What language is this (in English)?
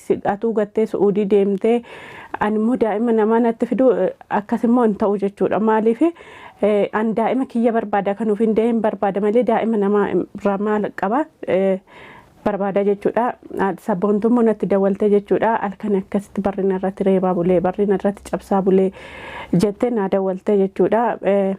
Oromo